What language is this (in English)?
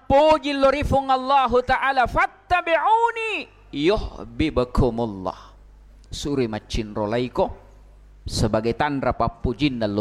Buginese